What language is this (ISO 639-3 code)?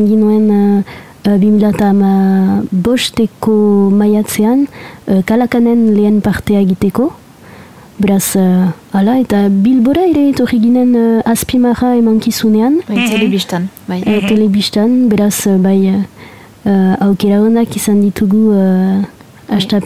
eus